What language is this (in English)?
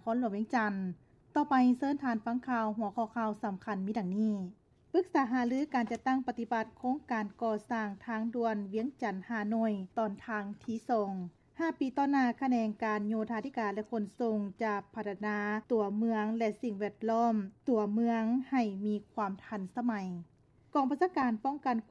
Lao